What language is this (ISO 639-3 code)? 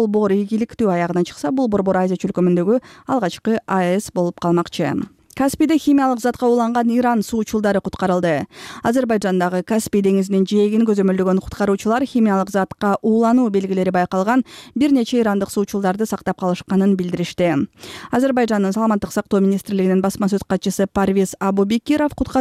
kir